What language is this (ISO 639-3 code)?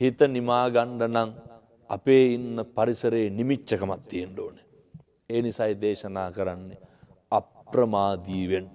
sin